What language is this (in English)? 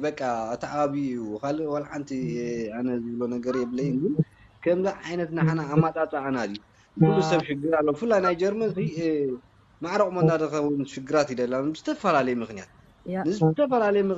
Tigrinya